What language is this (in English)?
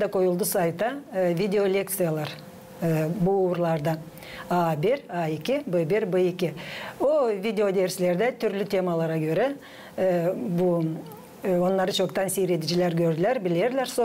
Gagauz